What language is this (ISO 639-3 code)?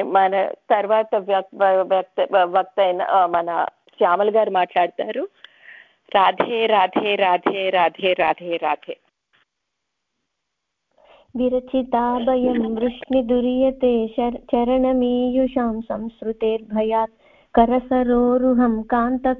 tel